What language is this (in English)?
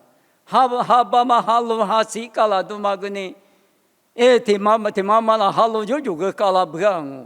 Lisu